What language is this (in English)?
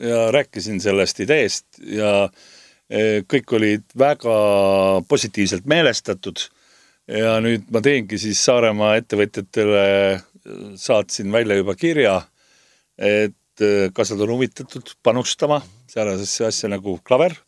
Estonian